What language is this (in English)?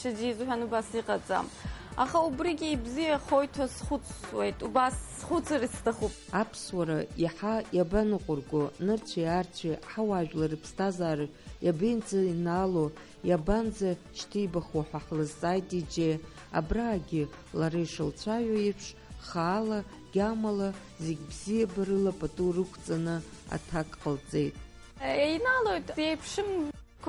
Abkhazian